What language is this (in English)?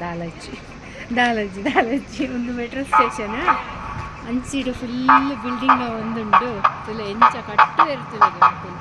Tulu